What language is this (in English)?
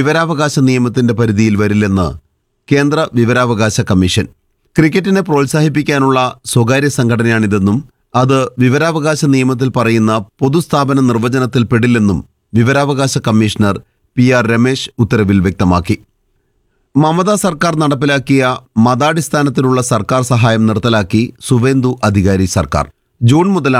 Malayalam